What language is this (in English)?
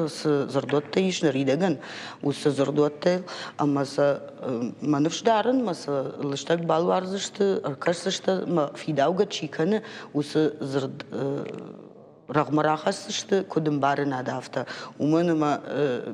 Ossetic